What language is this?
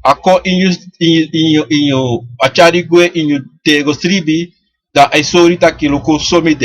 Sranan Tongo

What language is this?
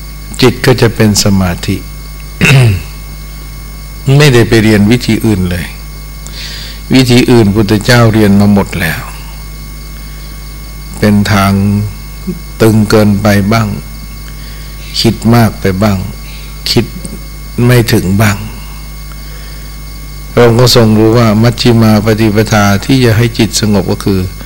Thai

